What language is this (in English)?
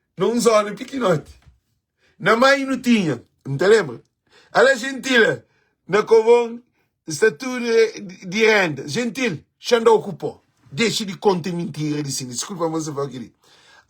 Kabuverdianu